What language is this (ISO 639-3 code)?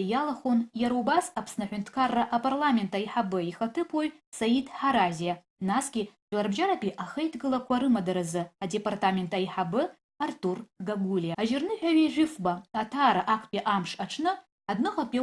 abk